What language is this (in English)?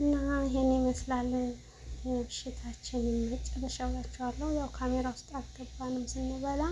Amharic